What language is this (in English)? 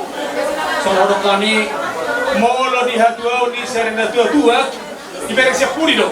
Batak Toba